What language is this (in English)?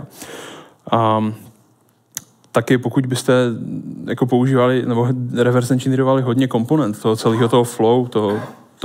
Czech